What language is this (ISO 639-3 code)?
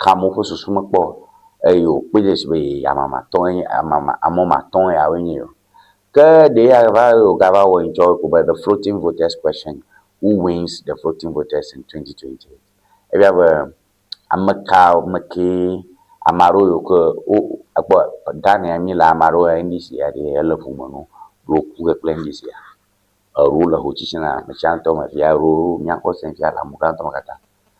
ewe